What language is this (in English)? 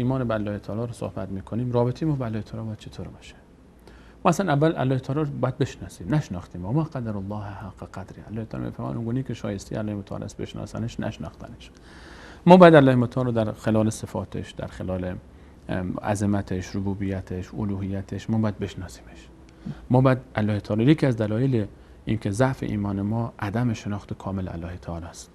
Persian